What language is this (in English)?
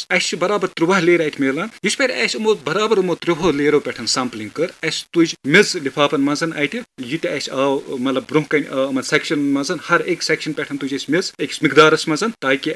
Kashmiri